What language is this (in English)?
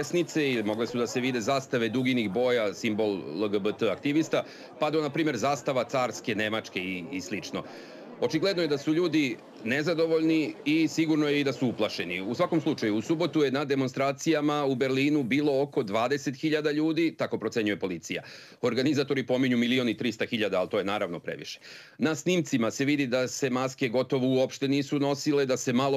Serbian